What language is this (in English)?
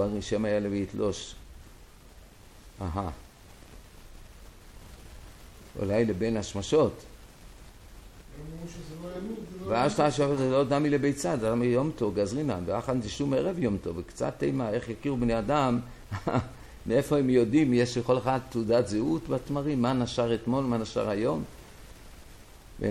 Hebrew